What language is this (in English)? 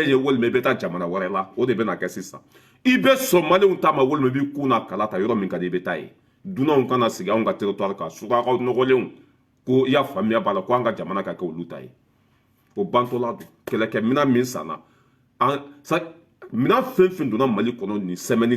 Bambara